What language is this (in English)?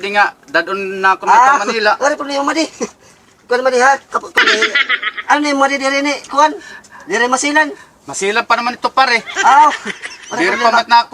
Waray